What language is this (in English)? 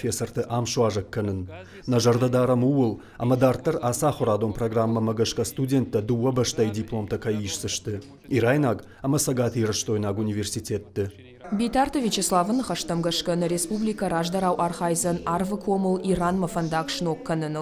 Ossetic